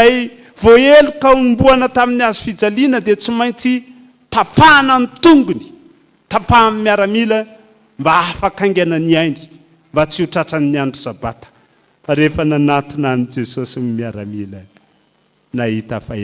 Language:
Malagasy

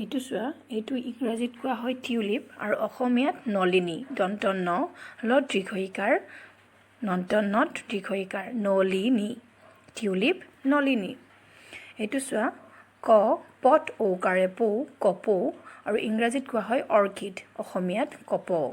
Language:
Assamese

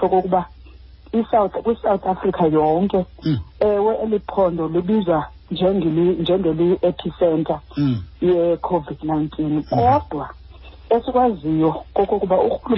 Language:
Xhosa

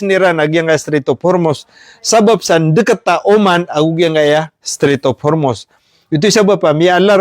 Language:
Maranao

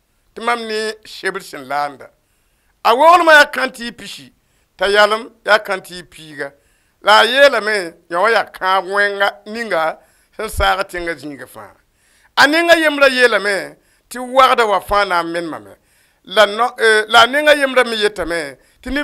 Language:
Mossi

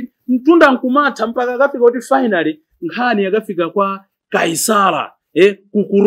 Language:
Nyanja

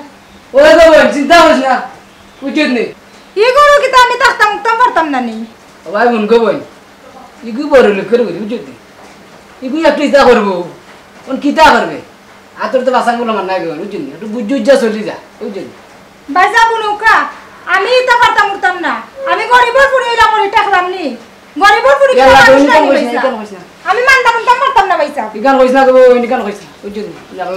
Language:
Sylheti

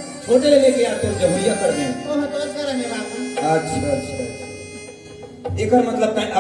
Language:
Chhattisgarhi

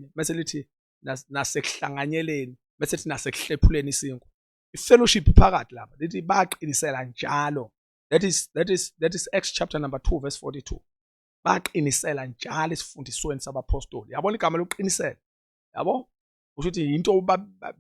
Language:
Zulu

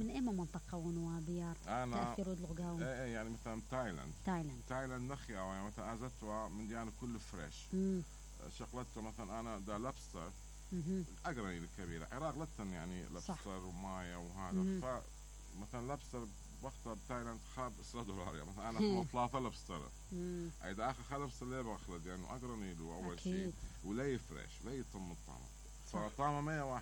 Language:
Mesopotamian Arabic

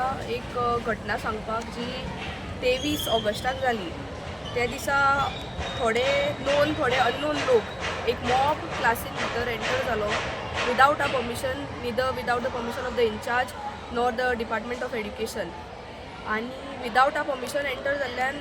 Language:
Konkani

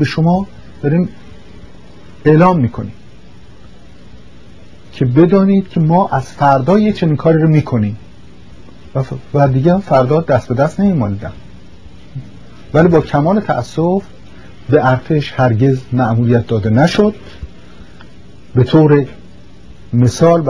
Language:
Persian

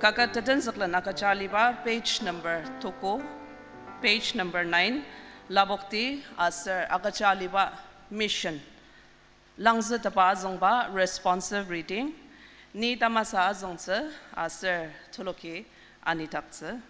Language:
Ao Naga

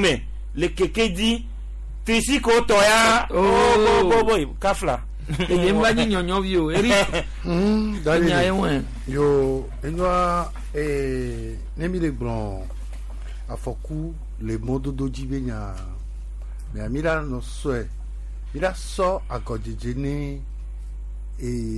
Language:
Gen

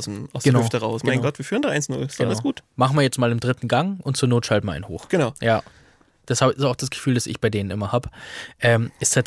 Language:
German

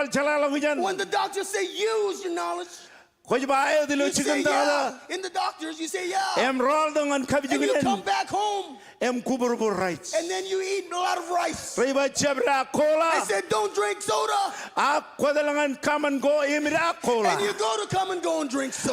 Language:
Marshallese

